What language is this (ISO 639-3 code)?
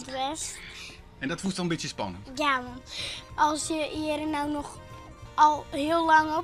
fry